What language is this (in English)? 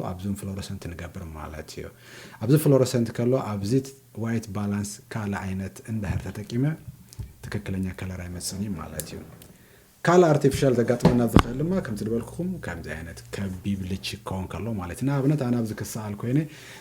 Tigrinya